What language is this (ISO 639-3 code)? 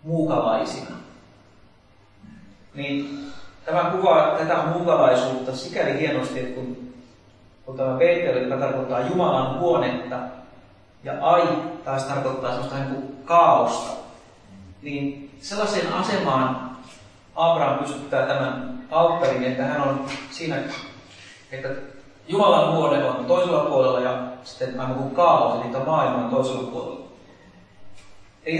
fin